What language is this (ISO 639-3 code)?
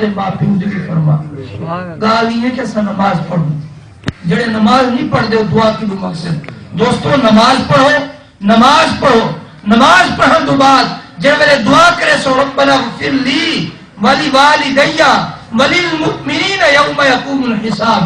skr